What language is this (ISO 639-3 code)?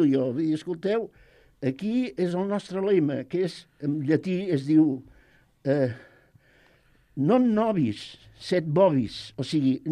cat